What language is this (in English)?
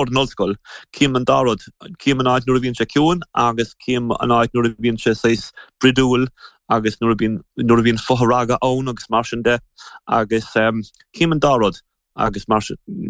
Irish